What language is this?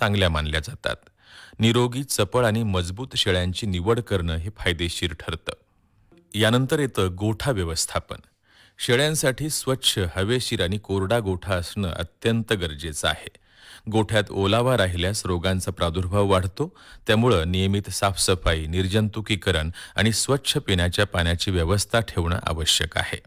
Marathi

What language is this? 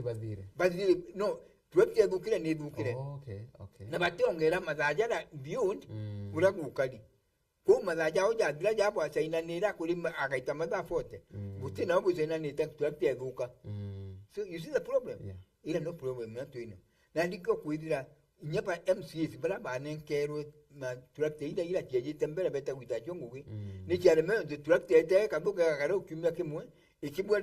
Meru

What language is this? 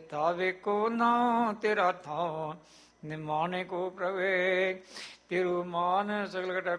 Punjabi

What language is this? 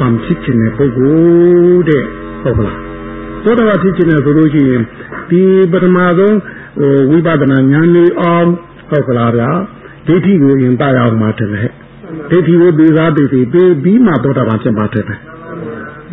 Burmese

